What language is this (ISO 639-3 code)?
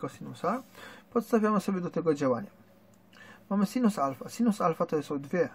pol